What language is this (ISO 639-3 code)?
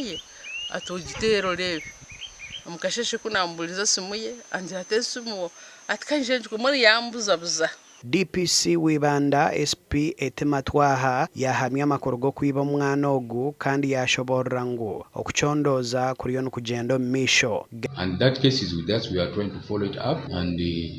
nyn